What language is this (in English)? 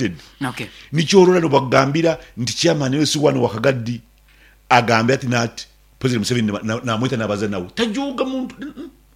Nyoro